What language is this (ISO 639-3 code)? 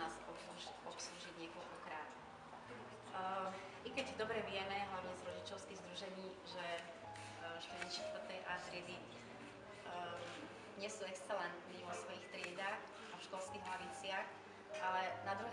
slk